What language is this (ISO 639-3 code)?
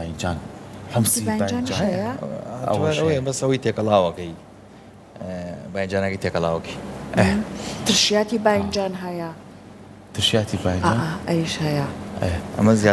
ckb